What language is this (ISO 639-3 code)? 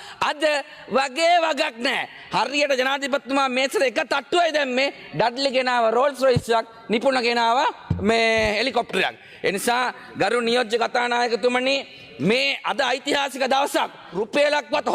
sin